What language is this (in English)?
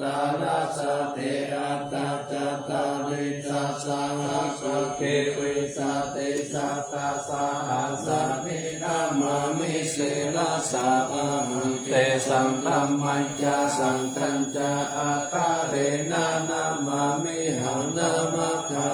Pali